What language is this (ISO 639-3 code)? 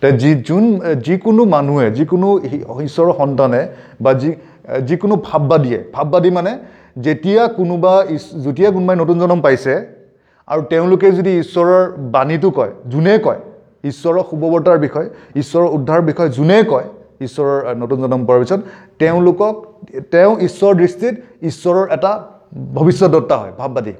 asm